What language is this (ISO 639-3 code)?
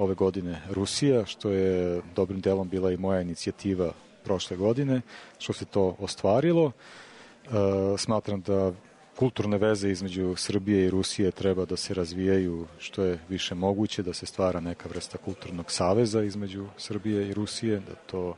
srp